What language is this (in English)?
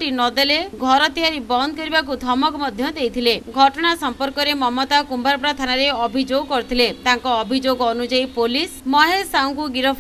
Odia